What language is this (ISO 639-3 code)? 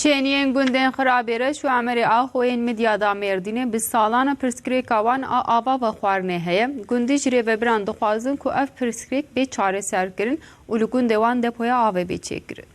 kur